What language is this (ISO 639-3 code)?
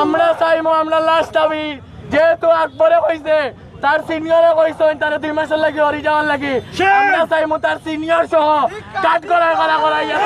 syl